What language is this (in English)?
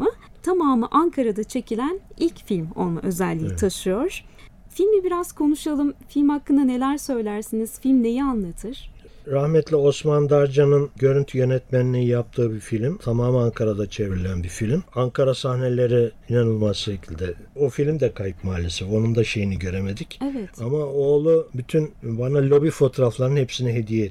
Turkish